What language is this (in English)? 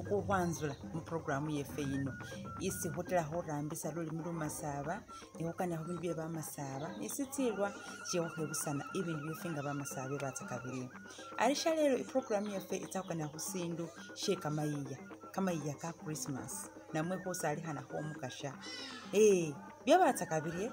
Masaaba